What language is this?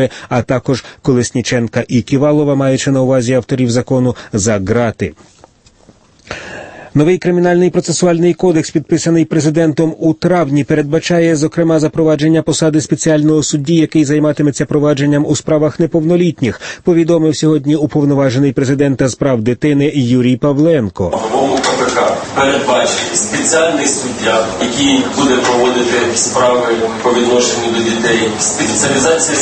Ukrainian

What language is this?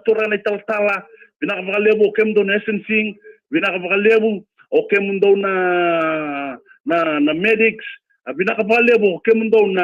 Fijian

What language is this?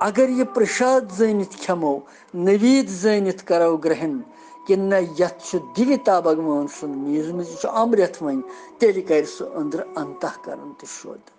Kashmiri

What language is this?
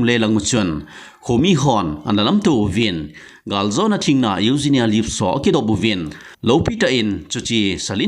Thado Chin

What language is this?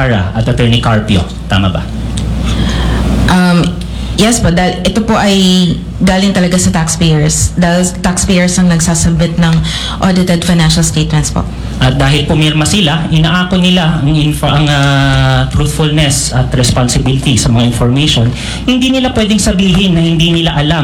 Filipino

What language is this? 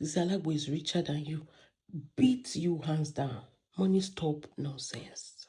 Yoruba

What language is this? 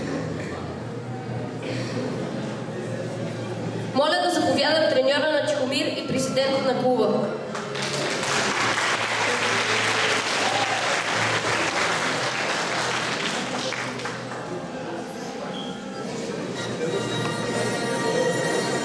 Bulgarian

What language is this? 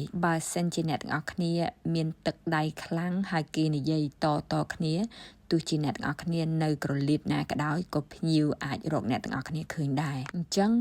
Khmer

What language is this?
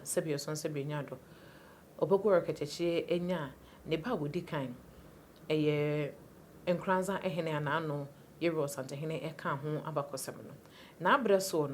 Akan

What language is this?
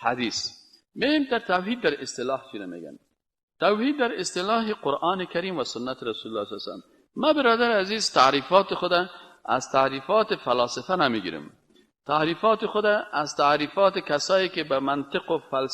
Persian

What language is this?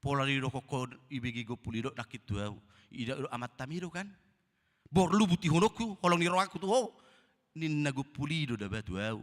Batak Toba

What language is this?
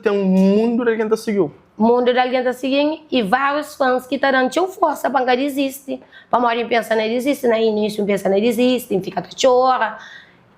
Kabuverdianu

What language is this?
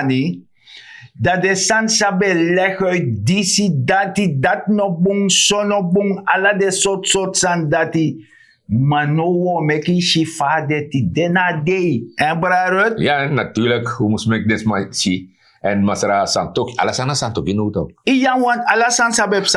Sranan Tongo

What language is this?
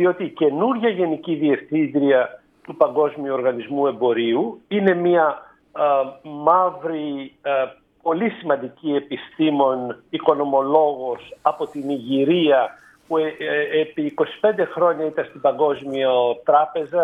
Greek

